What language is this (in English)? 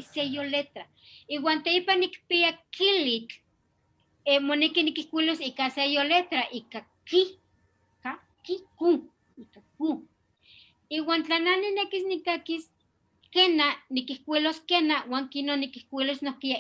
Eastern Huasteca Nahuatl